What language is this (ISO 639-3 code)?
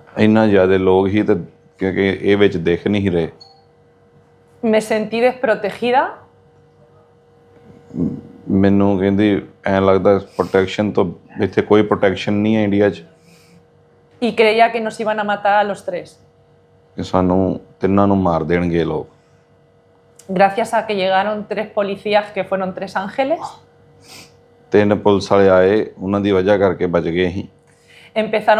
pan